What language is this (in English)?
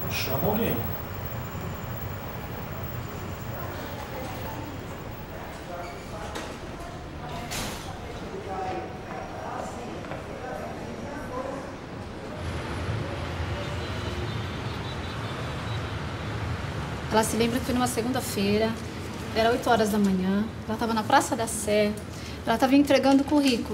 Portuguese